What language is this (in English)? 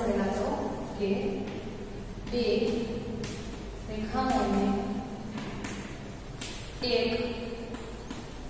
Gujarati